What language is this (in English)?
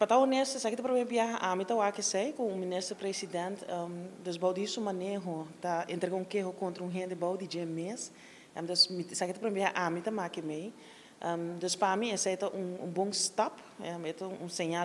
Papiamento